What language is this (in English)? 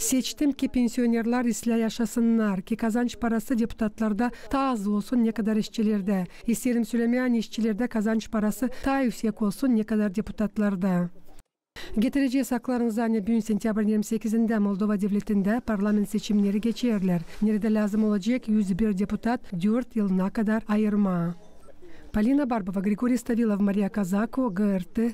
Gagauz